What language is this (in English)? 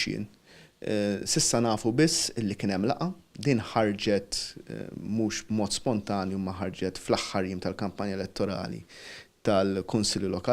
Maltese